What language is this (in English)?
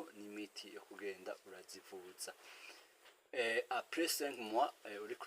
Rundi